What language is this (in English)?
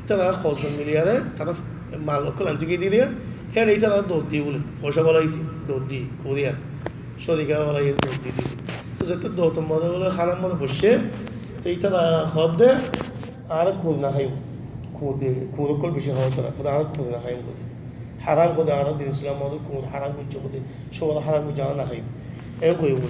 Rohingya